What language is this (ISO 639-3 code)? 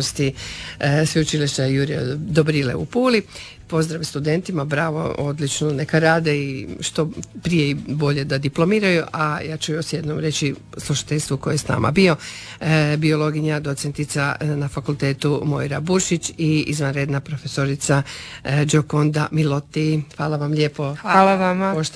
hrv